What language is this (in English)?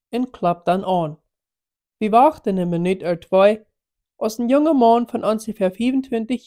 Plautdietsch